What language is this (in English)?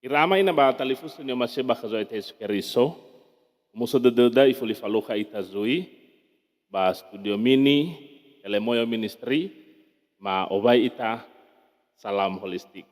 Nias